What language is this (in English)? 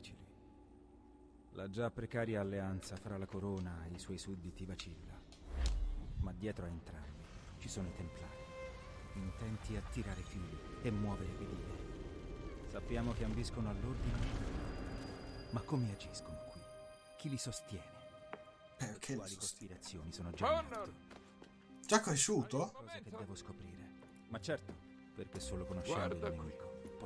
Italian